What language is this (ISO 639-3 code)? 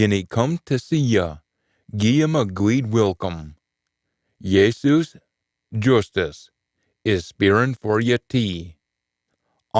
sco